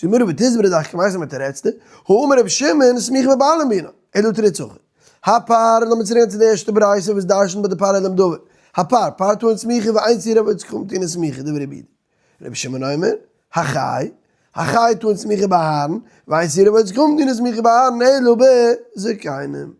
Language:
Yiddish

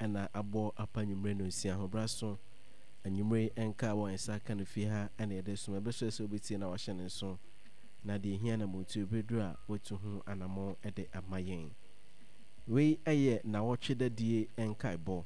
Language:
Akan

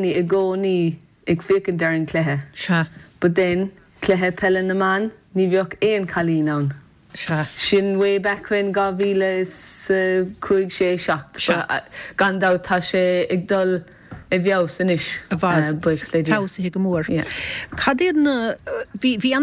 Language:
Irish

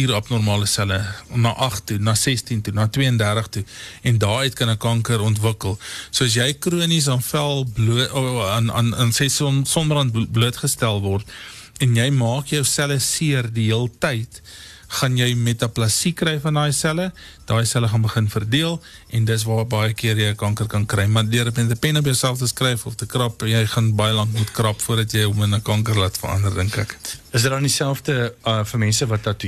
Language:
Afrikaans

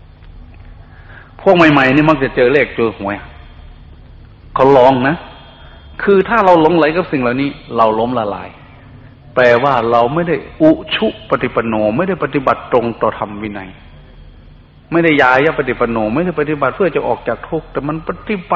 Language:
Thai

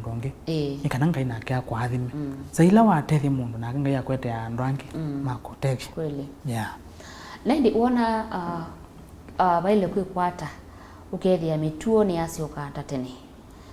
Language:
Kamba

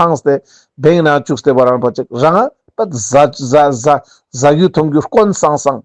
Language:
Ladakhi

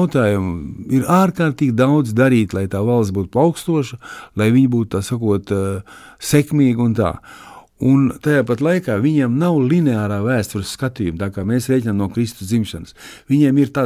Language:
Latvian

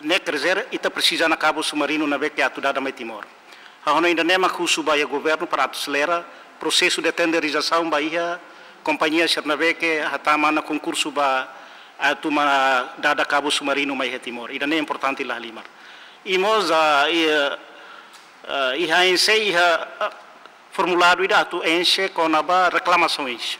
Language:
Tetum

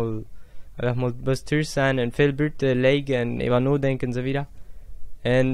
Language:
Plautdietsch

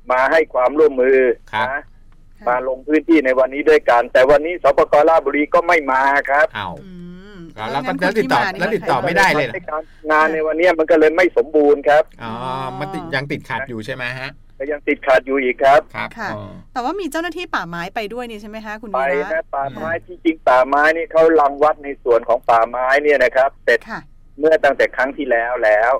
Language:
Thai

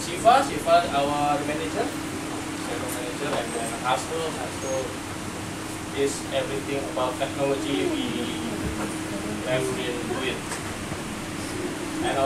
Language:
English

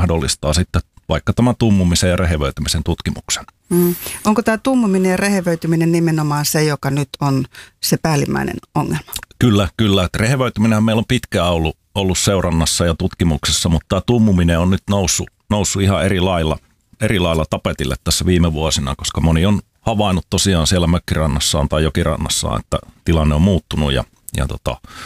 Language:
Finnish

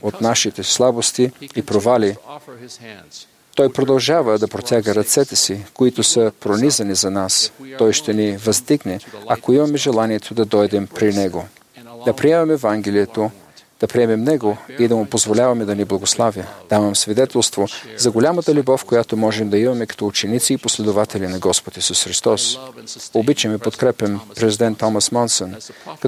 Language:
Bulgarian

